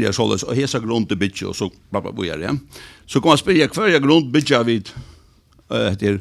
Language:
Faroese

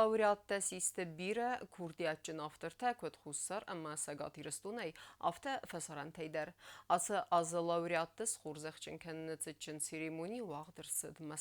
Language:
Ossetic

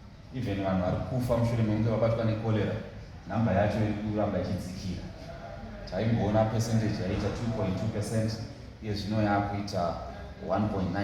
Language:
Shona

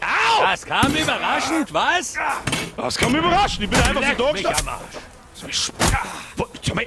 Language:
Bavarian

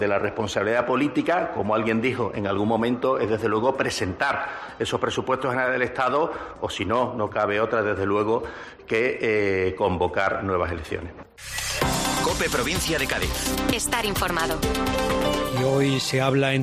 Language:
Spanish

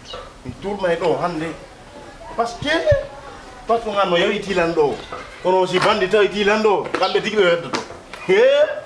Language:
Fula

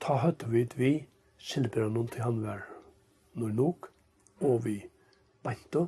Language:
Faroese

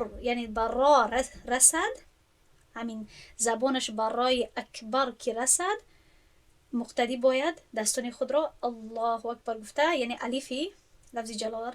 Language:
Tajik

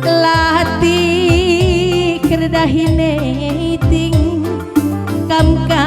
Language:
Batak Karo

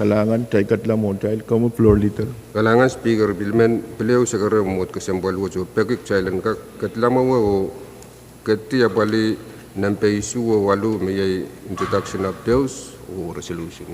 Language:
Pohnpeian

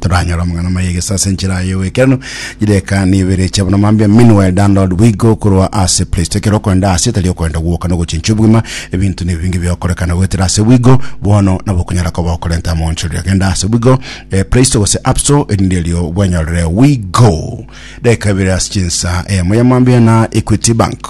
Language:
Gusii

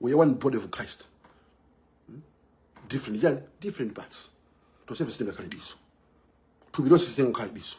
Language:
Nyanja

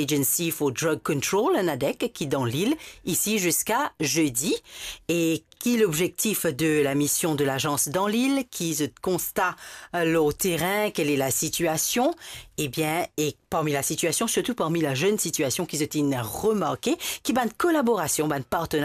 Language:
Morisyen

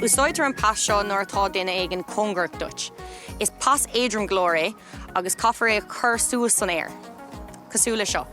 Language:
Irish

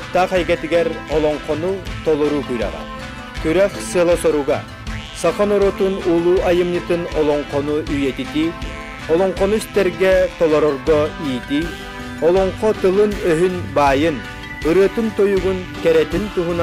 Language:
Yakut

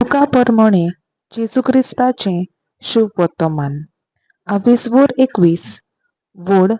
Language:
Konkani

